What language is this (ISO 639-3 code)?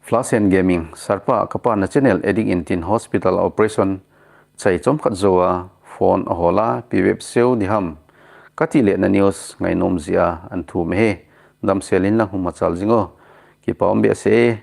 tcz